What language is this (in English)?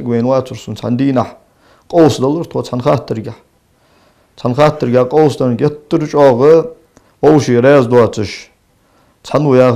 Ingush